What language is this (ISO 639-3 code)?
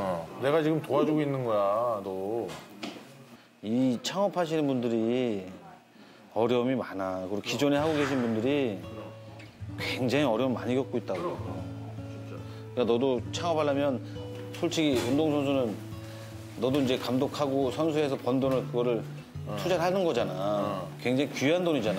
kor